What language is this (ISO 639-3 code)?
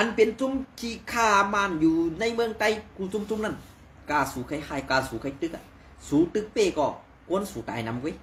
shn